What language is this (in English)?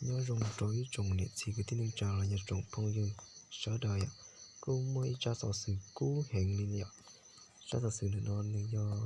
Hmong